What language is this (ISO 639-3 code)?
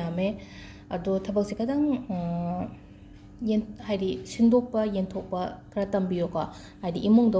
mni